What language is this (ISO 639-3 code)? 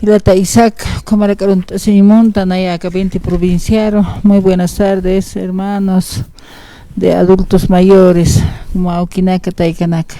aym